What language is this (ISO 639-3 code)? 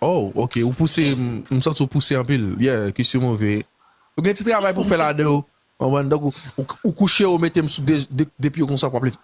hat